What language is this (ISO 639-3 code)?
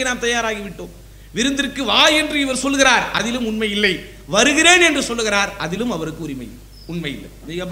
tam